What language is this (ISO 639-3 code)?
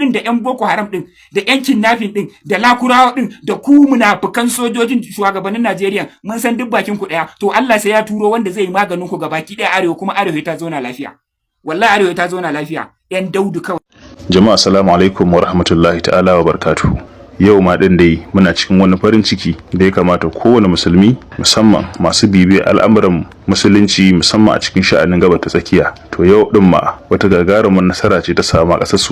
hau